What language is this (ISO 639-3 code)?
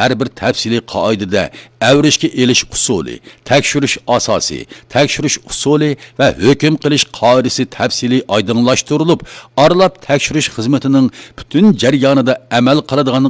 uig